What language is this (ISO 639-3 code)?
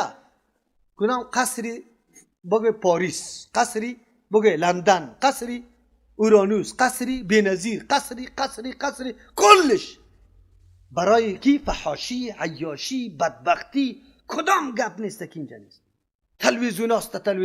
fas